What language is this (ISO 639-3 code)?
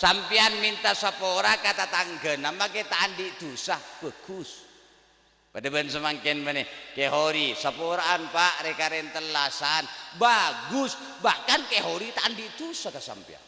mad